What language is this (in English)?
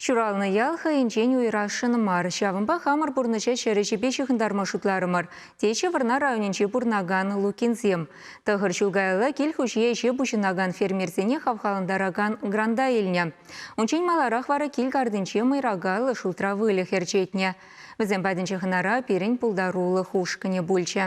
Chuvash